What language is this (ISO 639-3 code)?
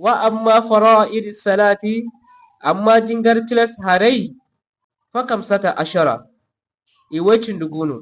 dje